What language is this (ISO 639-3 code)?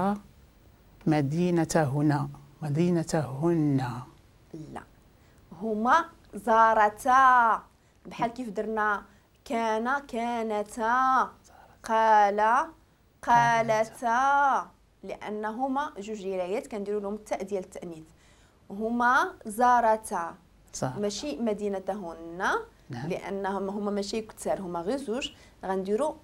ary